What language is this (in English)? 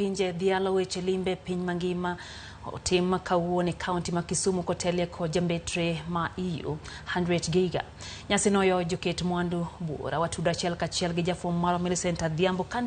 Luo (Kenya and Tanzania)